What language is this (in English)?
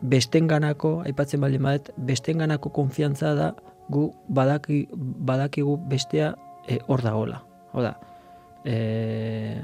Basque